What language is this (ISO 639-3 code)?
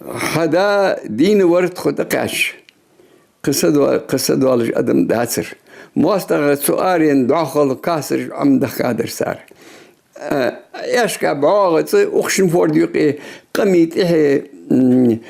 inh